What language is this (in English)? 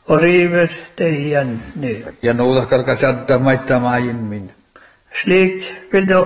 Norwegian